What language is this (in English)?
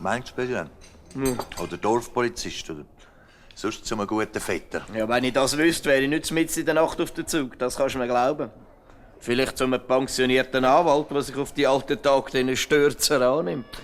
Swiss German